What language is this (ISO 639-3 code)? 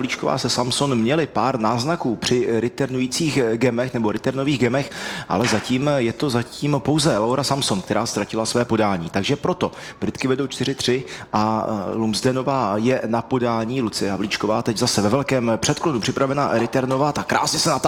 ces